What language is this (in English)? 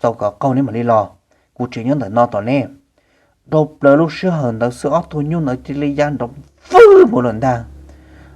Hmong